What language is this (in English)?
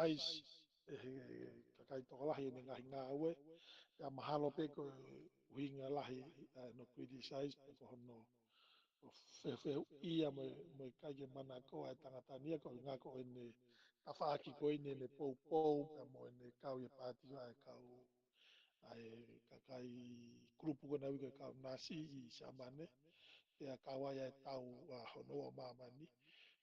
Tongan